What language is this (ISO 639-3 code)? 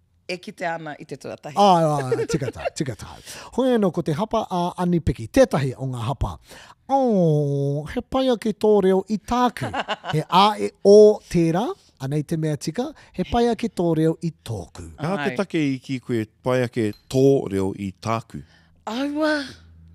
mri